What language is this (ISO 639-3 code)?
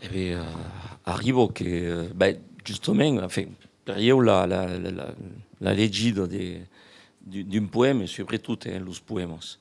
oci